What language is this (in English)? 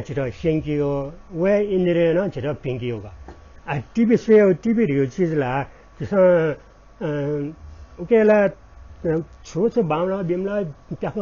Newari